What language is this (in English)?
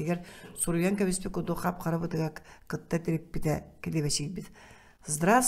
Yakut